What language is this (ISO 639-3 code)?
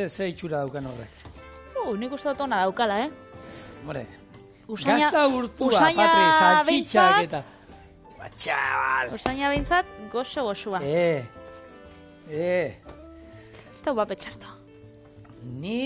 eus